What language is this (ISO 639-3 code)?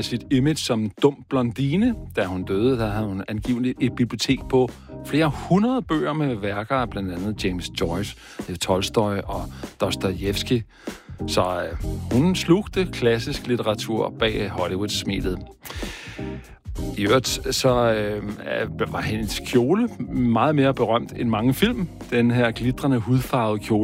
dan